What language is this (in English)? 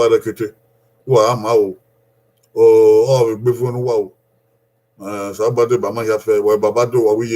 Bini